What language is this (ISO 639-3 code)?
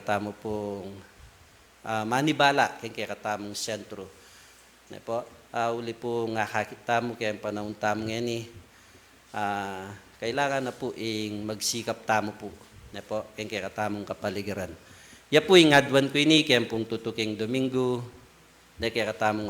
pam